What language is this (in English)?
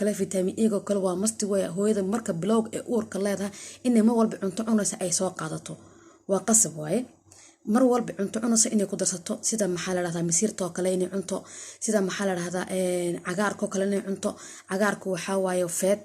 Somali